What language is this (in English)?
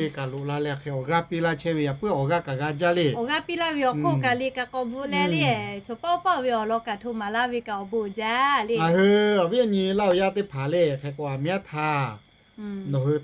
Lahu